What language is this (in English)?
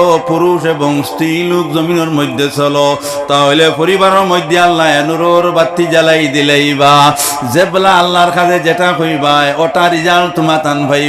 Sylheti